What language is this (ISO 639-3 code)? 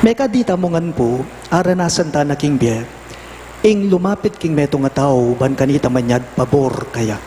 pam